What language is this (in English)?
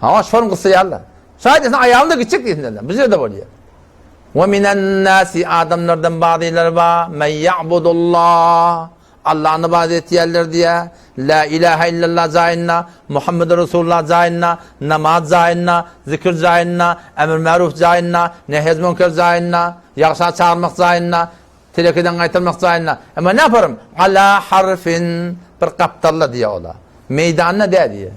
Turkmen